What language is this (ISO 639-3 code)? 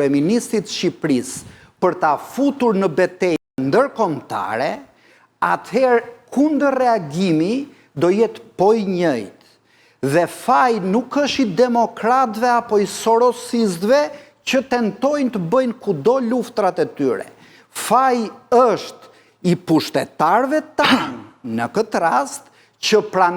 sqi